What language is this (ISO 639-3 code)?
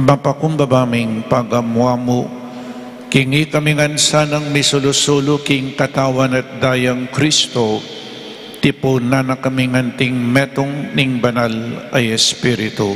pam